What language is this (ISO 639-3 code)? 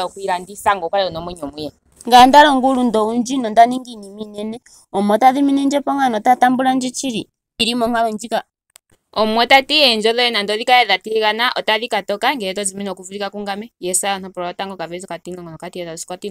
ndo